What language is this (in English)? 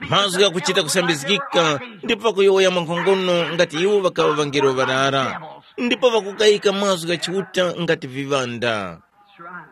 Tumbuka